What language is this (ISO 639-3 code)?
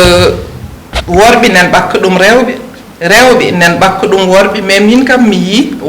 ful